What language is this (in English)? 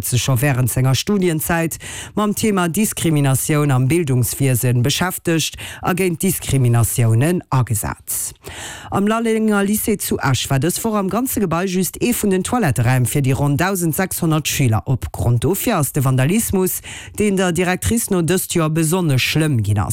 Luxembourgish